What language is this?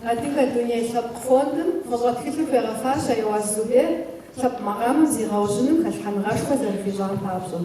Kabardian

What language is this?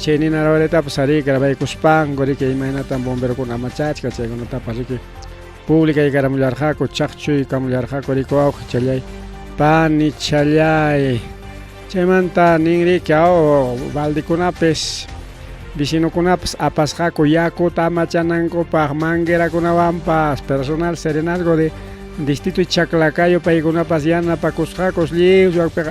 Ayacucho Quechua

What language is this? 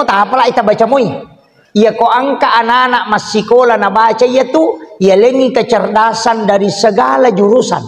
Buginese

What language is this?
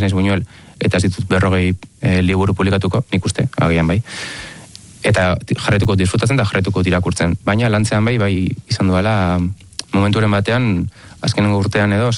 Basque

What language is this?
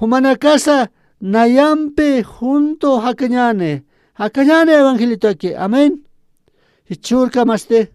Aymara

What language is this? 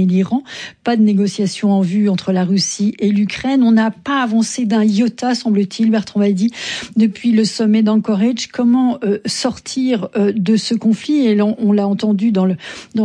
French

